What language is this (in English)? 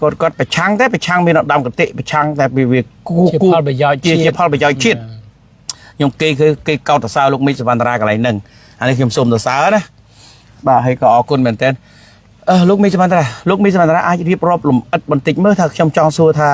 Khmer